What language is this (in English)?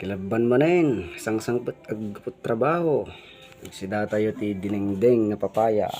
Iloko